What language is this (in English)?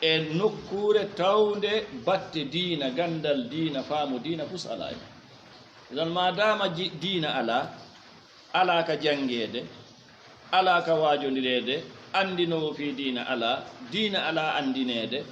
Fula